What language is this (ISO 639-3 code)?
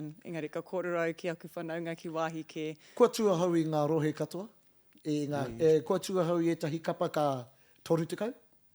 mri